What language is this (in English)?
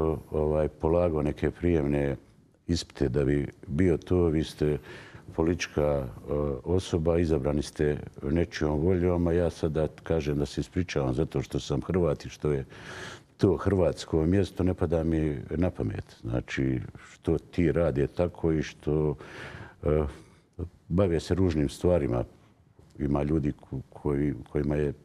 Bosnian